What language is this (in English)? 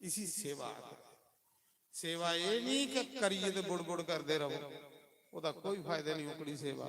Dogri